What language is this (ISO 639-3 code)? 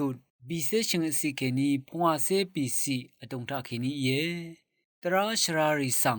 raw